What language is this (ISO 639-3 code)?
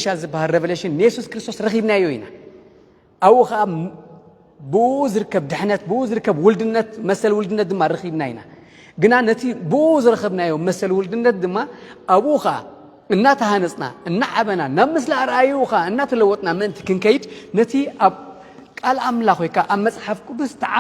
tir